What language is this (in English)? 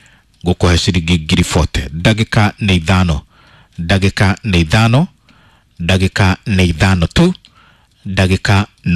Kikuyu